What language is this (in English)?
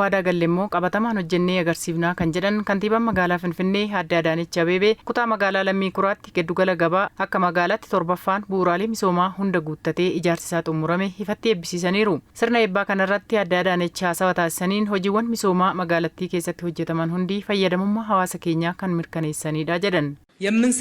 Oromo